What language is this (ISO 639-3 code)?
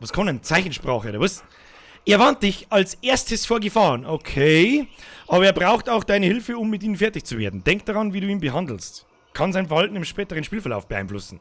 bar